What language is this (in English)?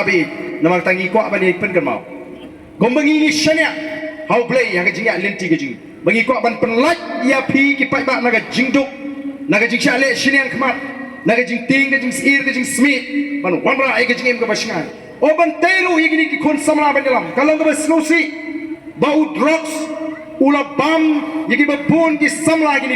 Khasi